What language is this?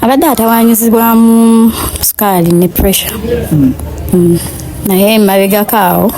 Ganda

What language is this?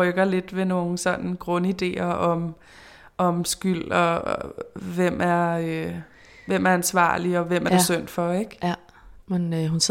Danish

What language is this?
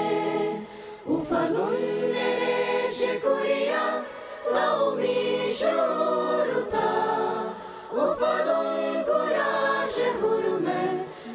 Divehi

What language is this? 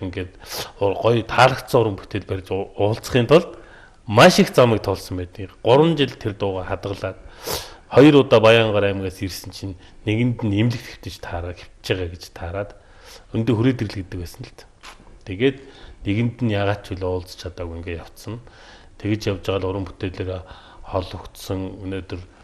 Mongolian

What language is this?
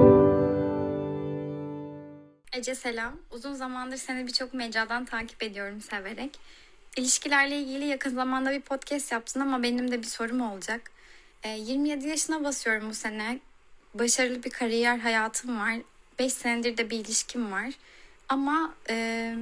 Turkish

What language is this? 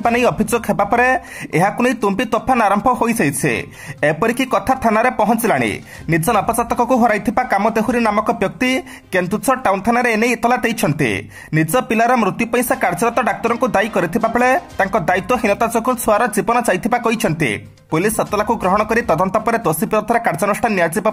Odia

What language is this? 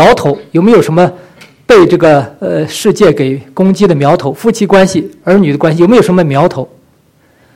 Chinese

